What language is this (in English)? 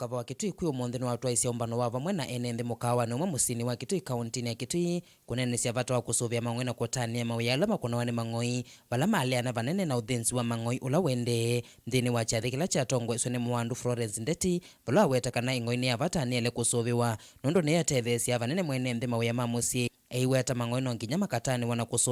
Kamba